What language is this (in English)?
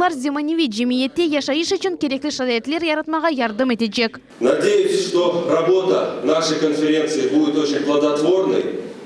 Crimean Tatar